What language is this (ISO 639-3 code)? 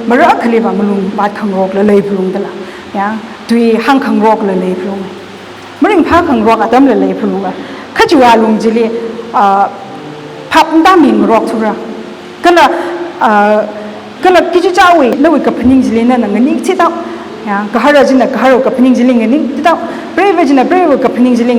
nmf